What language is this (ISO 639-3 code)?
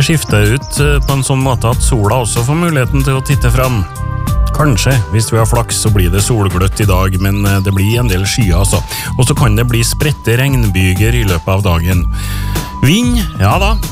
nor